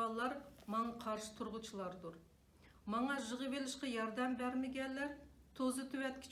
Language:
Uyghur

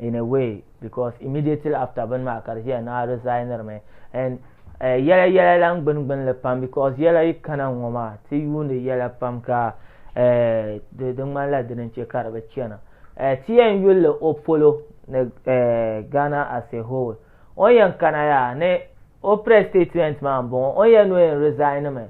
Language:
Dagbani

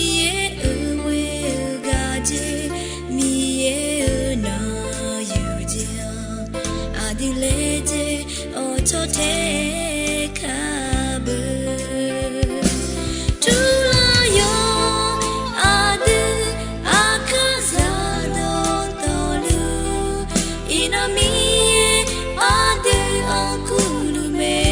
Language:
Akha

